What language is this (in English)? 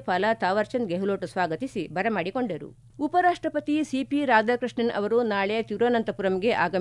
Kannada